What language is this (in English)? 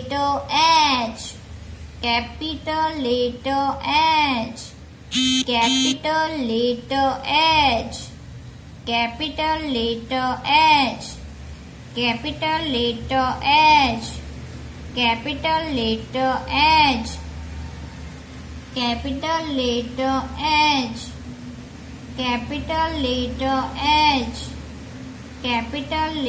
English